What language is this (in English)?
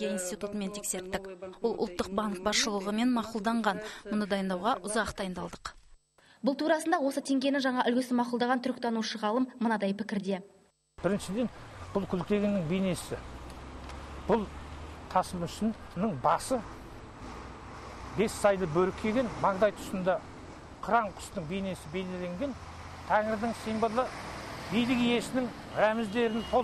Kazakh